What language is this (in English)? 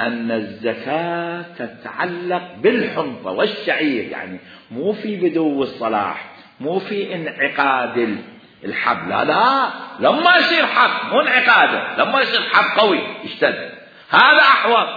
Mesopotamian Arabic